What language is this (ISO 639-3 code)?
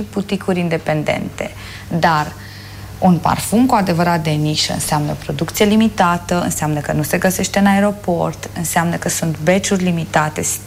ron